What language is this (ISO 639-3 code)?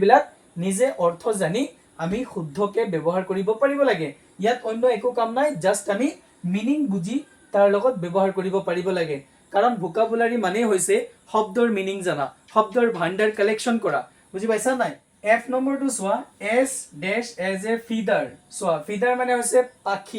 asm